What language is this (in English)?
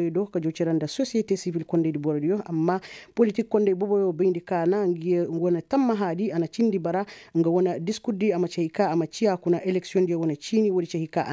Koyraboro Senni